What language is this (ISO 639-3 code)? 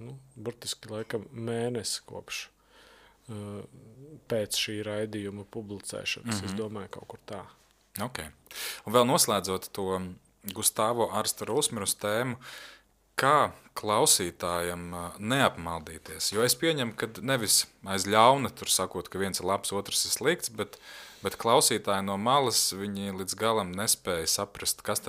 lav